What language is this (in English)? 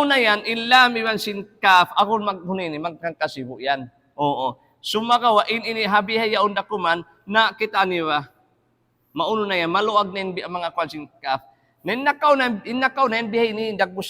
Tausug